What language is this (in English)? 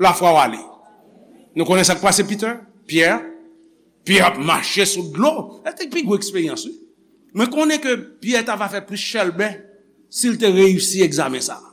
Haitian Creole